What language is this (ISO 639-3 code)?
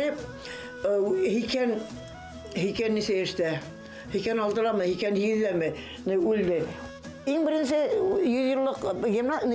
bak